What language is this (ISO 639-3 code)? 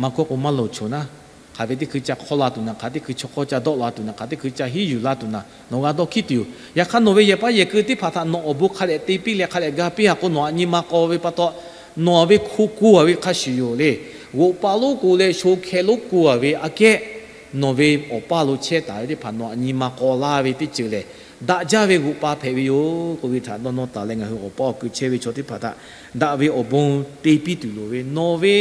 lhu